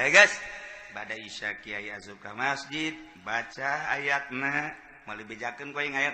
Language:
Sundanese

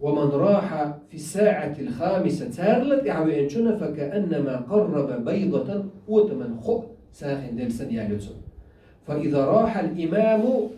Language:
Chechen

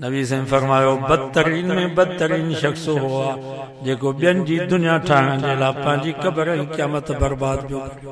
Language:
Sindhi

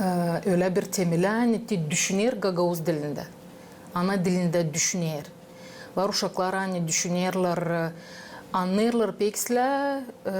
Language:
Gagauz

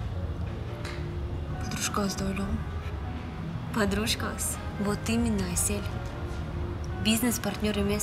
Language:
Kyrgyz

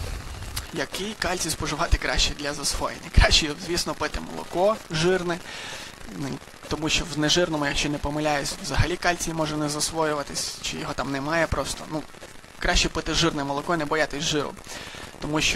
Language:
Ukrainian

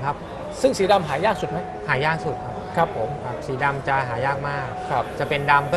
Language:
Thai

